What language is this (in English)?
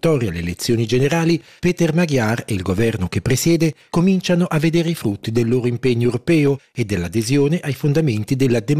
Italian